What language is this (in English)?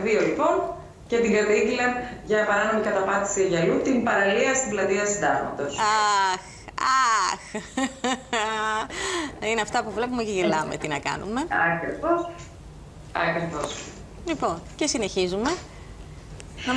Greek